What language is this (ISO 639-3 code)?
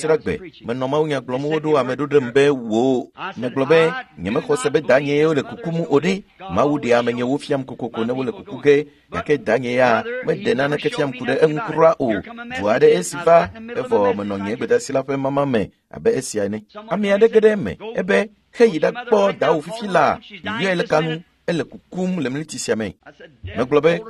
ewe